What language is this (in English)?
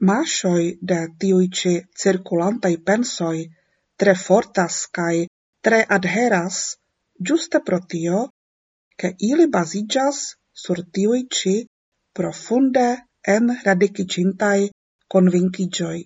Esperanto